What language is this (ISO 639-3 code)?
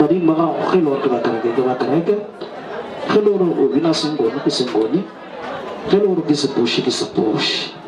nso